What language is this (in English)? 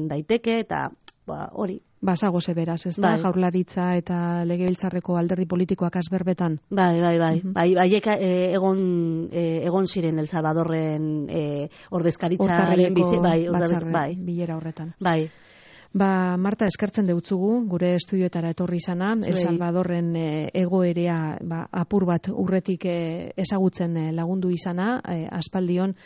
Basque